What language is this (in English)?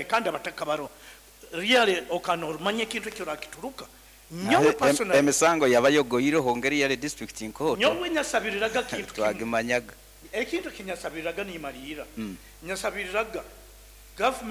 Nyoro